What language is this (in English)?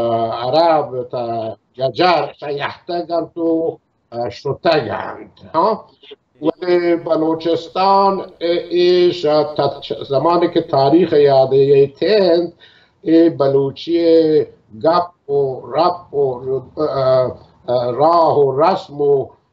Baluchi